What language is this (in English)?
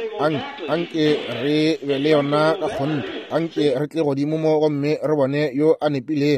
Northern Sotho